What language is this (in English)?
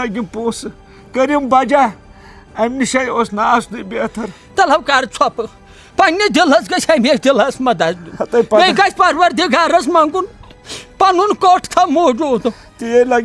Kashmiri